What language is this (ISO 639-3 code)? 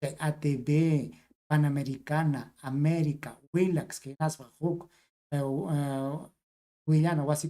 quy